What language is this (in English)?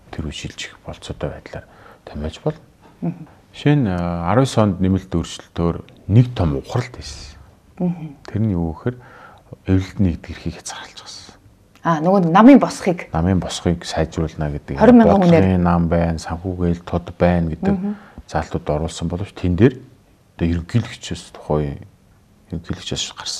Mongolian